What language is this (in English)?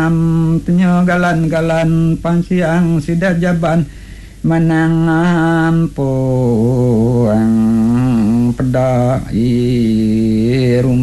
Iban